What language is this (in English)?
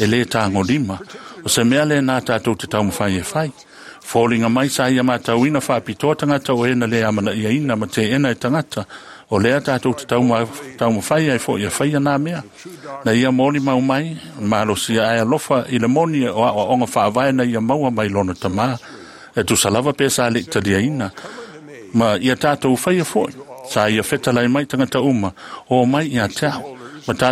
Samoan